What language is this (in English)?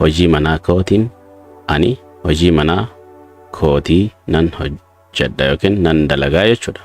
Oromo